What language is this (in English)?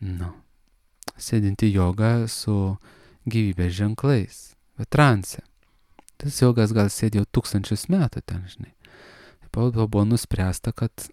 Lithuanian